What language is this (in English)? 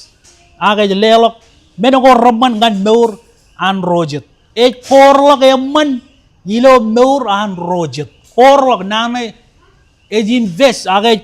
Marshallese